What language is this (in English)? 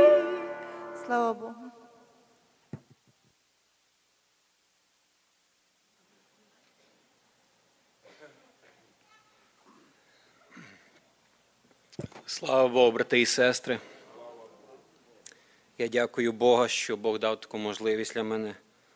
Ukrainian